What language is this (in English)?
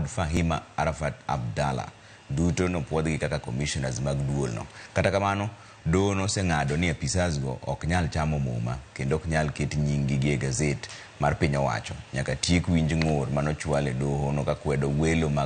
Luo (Kenya and Tanzania)